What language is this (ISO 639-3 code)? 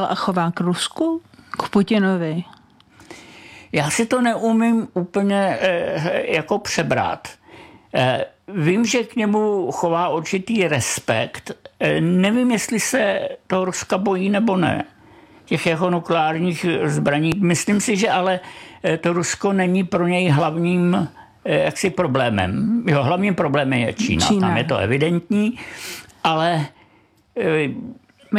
ces